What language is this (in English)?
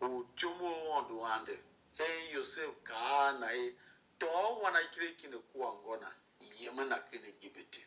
Tiv